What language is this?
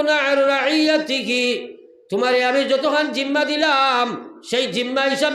Sylheti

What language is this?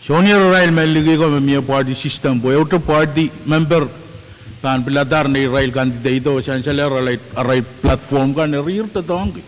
Pohnpeian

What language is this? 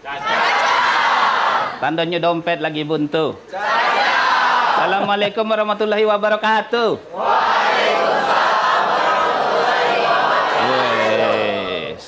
Musi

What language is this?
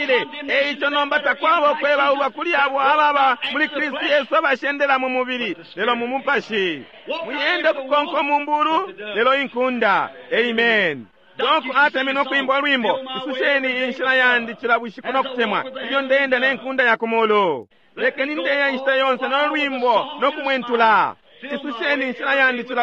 Bemba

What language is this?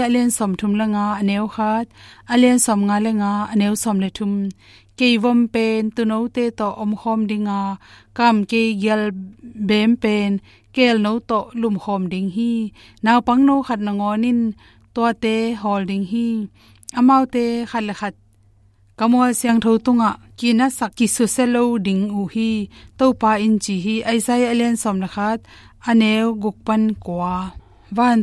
Tedim Chin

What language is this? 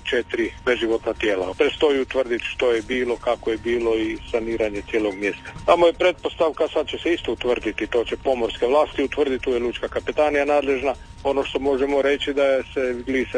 Croatian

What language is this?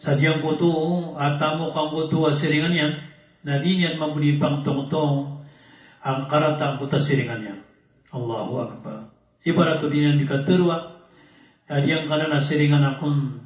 Maranao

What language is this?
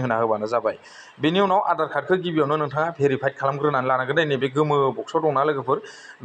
Bodo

